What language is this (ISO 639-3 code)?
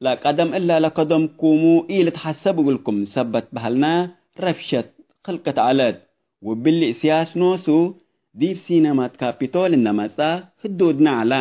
tig